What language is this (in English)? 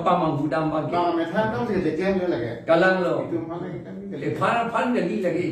Karbi